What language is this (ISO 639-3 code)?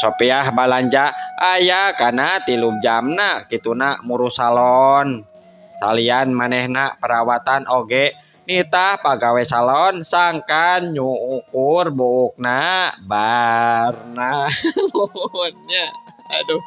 sun